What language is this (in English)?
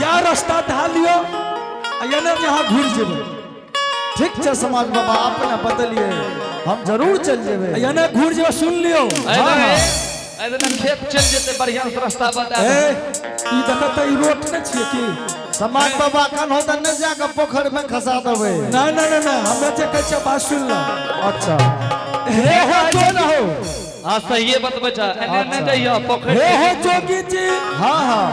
Angika